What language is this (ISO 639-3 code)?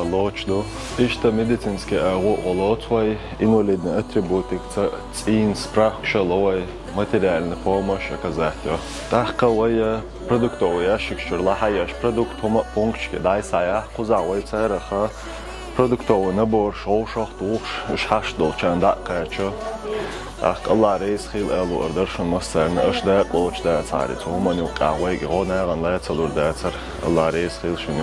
che